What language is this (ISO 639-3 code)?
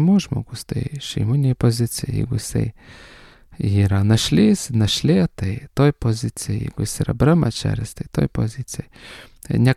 lit